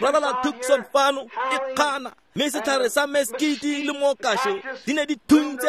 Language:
Tswana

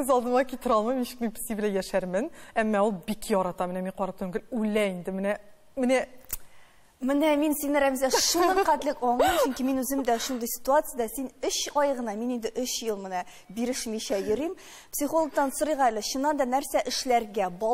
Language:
Tatar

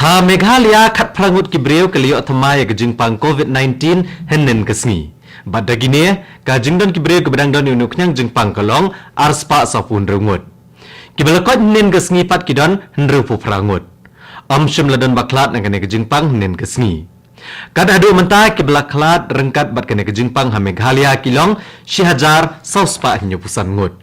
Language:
Khasi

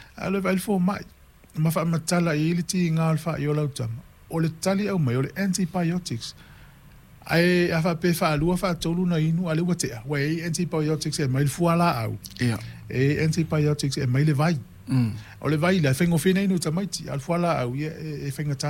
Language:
Samoan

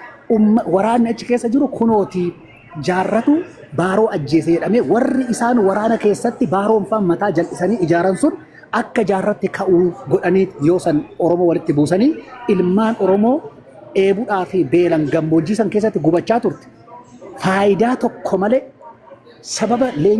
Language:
Oromo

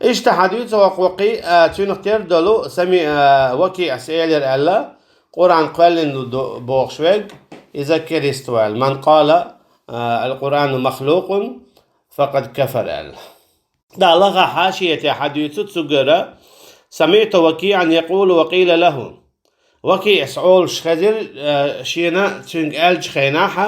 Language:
Chechen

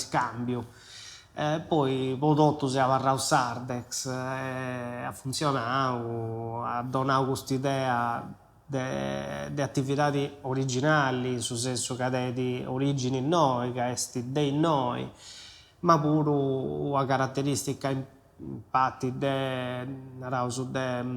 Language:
Sardinian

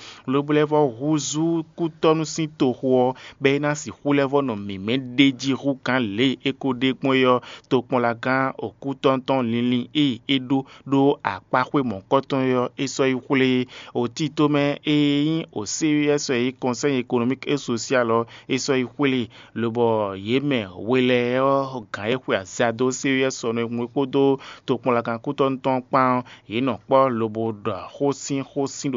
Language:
Fon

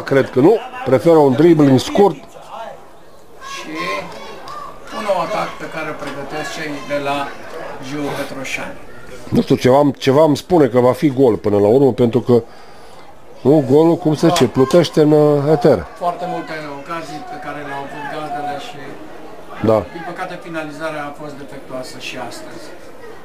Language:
Romanian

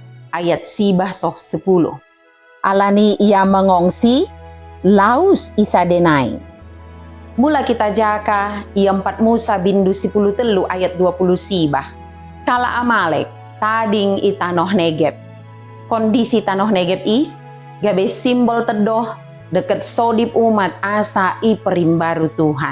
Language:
Batak Dairi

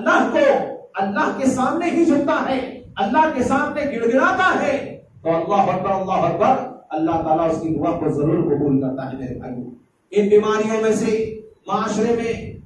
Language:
Urdu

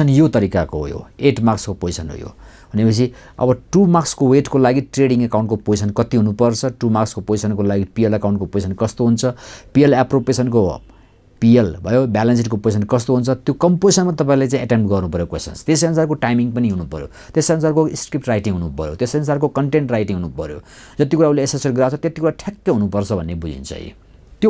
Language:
Nepali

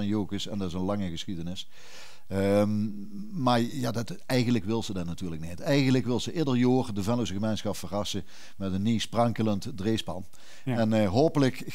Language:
Limburgish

